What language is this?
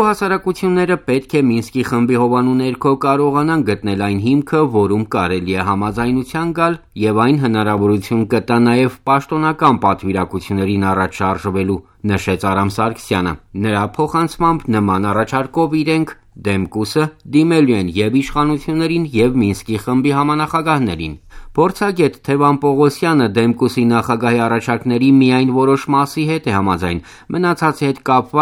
Armenian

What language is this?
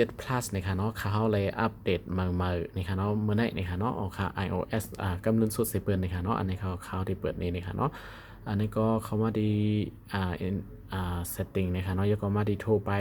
Shan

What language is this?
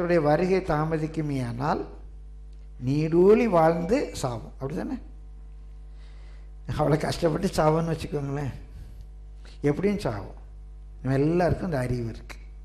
Tamil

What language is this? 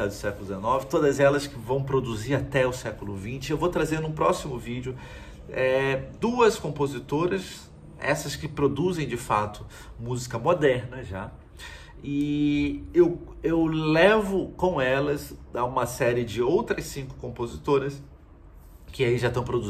Portuguese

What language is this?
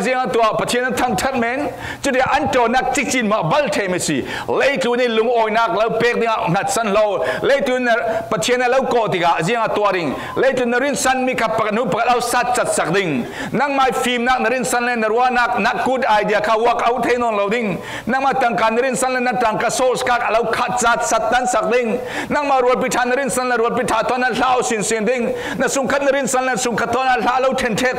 Falam Chin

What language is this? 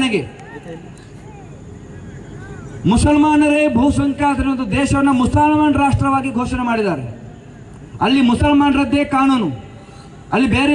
Kannada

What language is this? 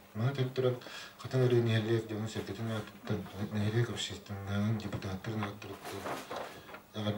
Yakut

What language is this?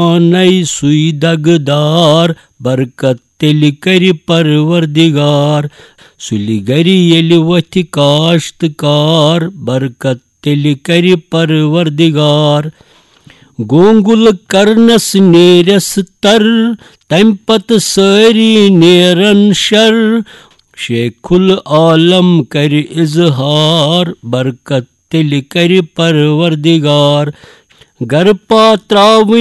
Kashmiri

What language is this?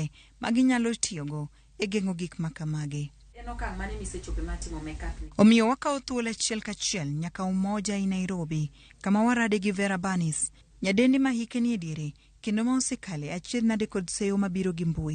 Luo (Kenya and Tanzania)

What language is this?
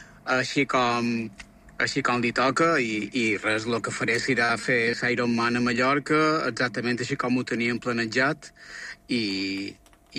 Catalan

